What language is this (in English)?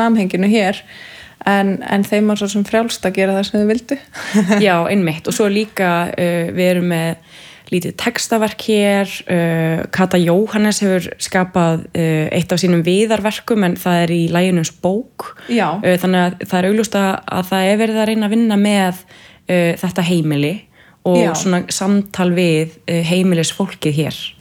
Icelandic